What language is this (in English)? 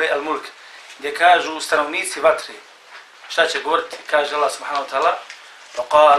Bosnian